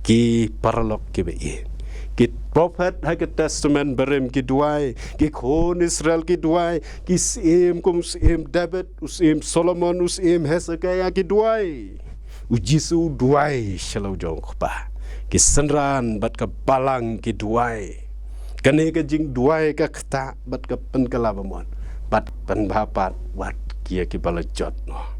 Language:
Khasi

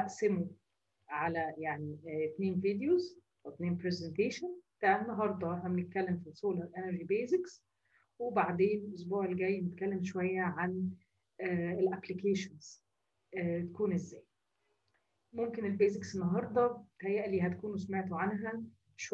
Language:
Egyptian Arabic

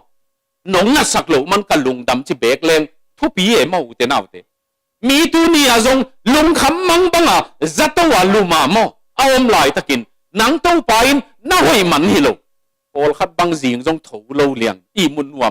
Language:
Tedim Chin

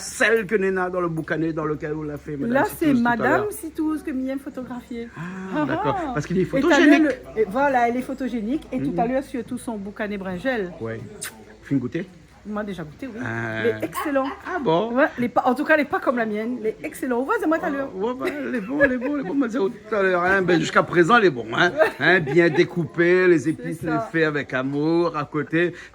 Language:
Réunion Creole French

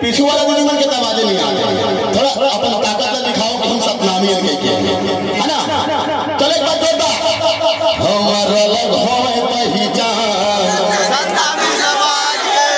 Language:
Chhattisgarhi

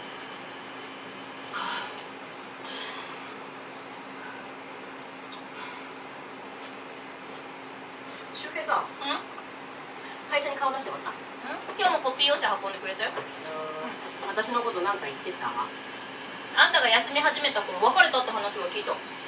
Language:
Japanese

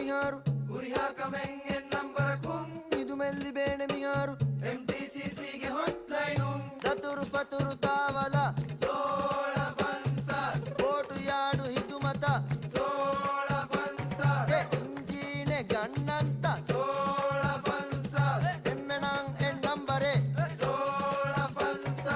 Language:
Divehi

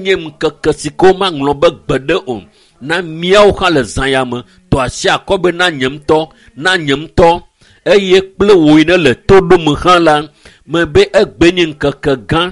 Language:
Ewe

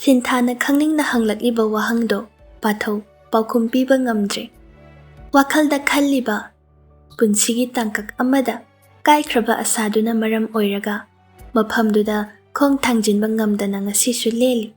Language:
Manipuri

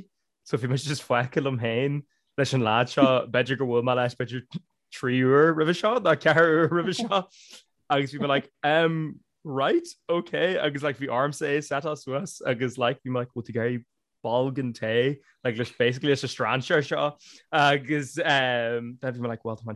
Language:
Irish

